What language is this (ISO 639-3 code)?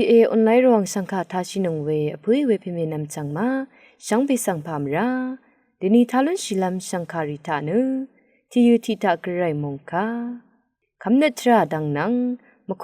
raw